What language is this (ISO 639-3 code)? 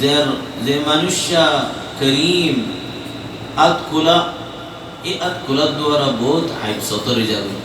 rhg